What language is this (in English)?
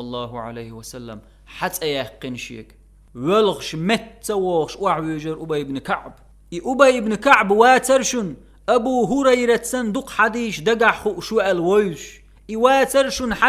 Chechen